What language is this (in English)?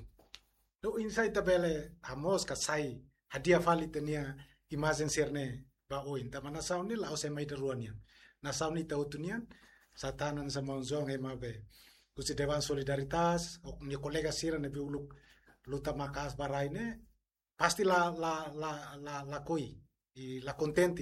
Tetum